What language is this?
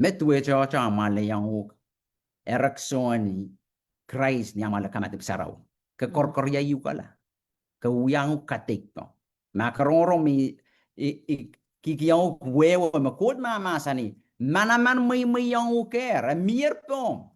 Pohnpeian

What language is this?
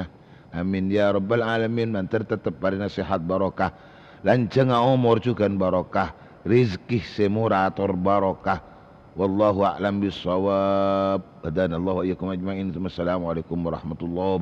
Madurese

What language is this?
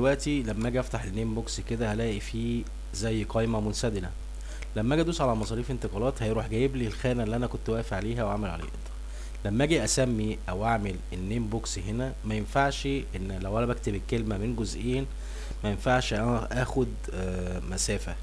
Egyptian Arabic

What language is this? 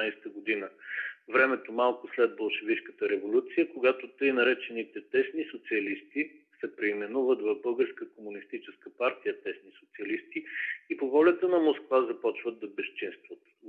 Bulgarian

